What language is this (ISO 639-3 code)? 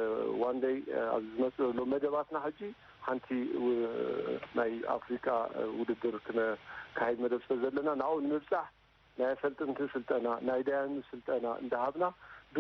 tir